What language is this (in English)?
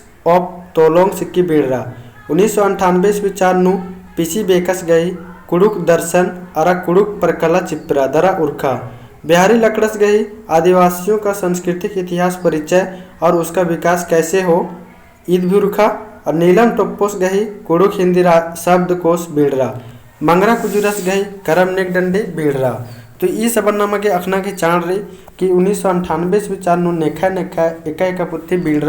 Kurukh